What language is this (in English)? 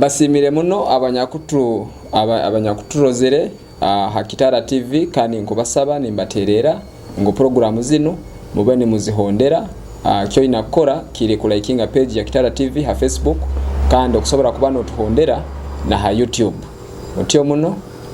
Nyoro